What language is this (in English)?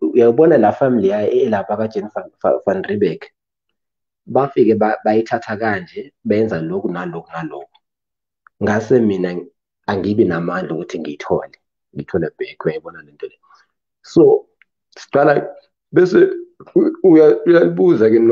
Zulu